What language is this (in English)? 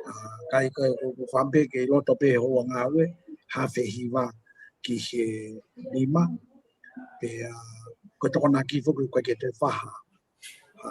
Tongan